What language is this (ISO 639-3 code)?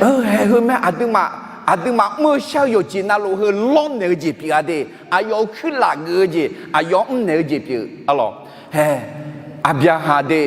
ahk